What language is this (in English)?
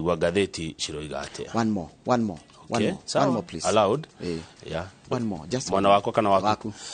Kikuyu